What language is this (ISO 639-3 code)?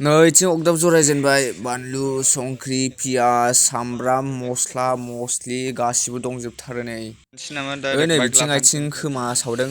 brx